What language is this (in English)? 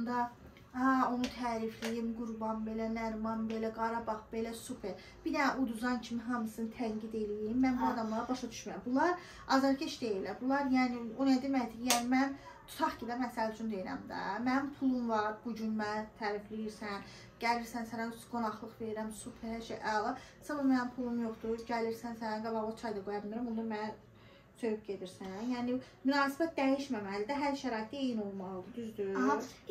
Azerbaijani